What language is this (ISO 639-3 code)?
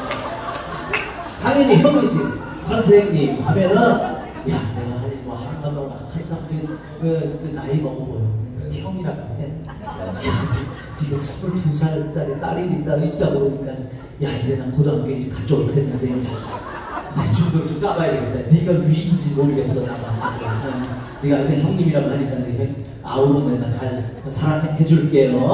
kor